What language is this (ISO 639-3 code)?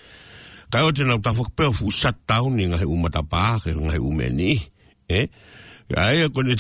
ton